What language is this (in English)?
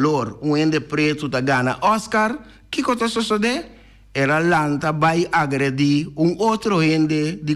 Papiamento